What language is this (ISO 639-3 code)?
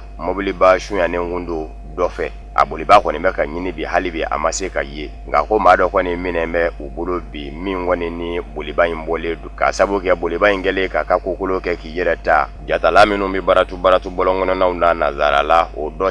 bam